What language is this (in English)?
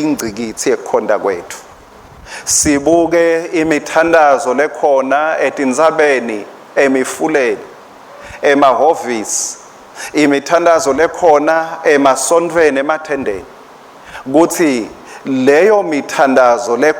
Swati